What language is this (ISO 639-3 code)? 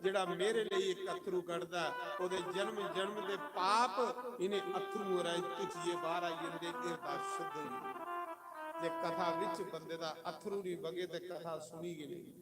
doi